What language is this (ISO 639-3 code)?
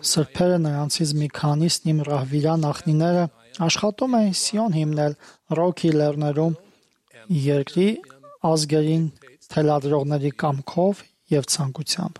hye